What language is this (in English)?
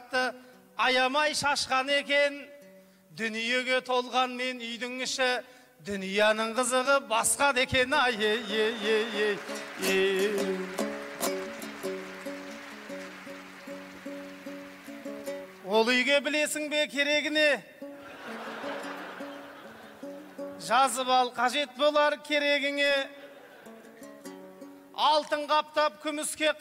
Kazakh